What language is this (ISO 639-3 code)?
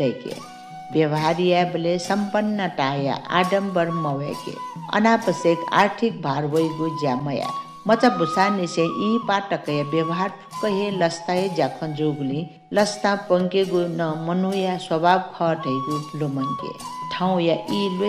new